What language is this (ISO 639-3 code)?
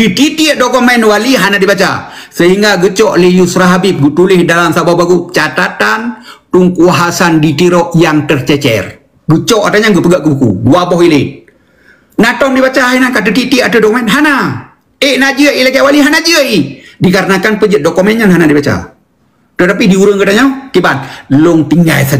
ace